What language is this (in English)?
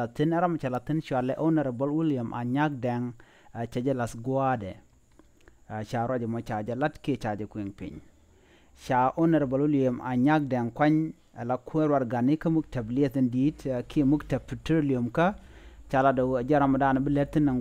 Nuer